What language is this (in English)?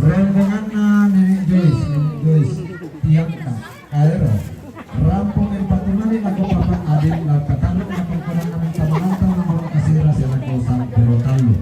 Toraja-Sa'dan